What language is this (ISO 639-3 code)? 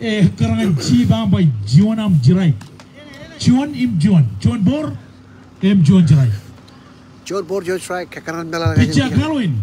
mah